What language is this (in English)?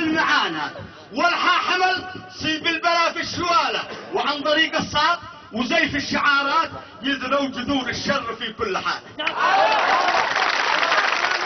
Arabic